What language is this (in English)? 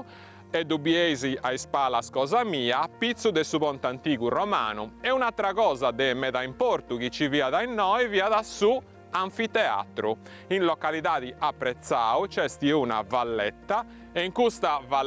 Sardinian